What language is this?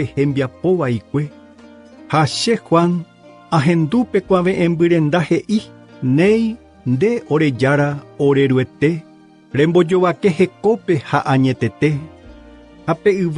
Guarani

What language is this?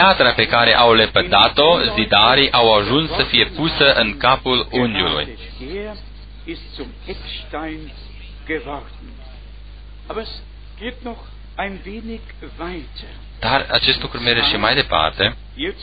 Romanian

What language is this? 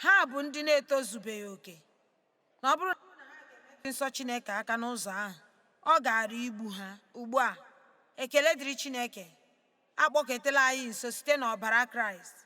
Igbo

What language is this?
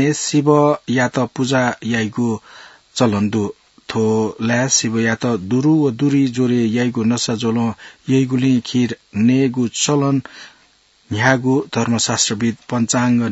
Newari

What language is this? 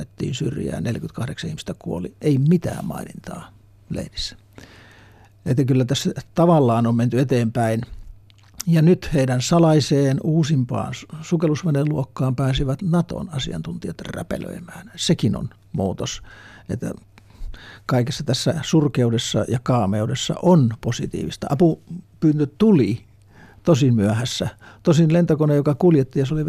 Finnish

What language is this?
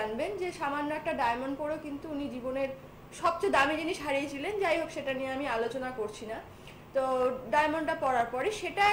Bangla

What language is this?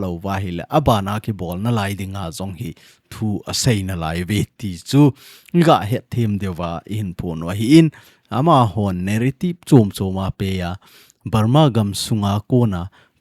Thado Chin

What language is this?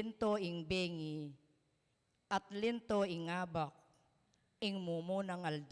Pampanga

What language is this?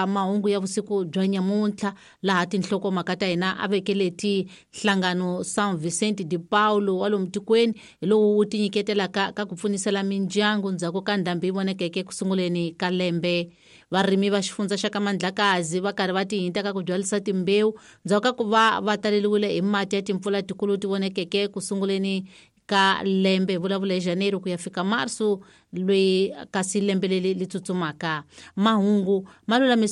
Tsonga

